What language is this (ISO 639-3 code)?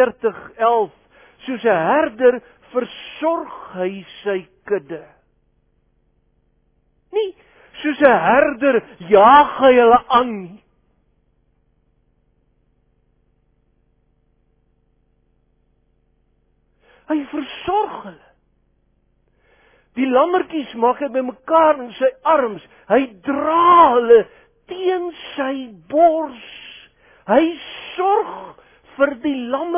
afr